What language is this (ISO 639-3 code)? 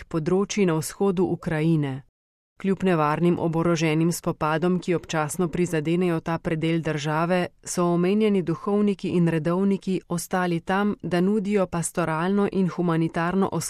slv